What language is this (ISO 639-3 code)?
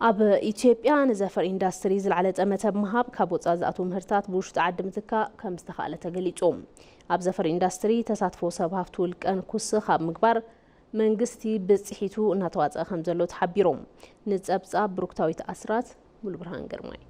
tir